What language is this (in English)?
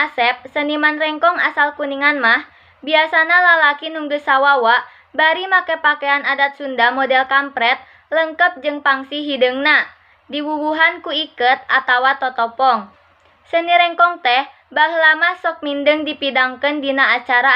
Sundanese